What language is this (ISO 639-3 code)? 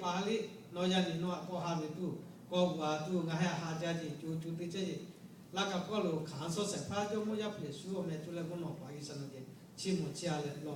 lhu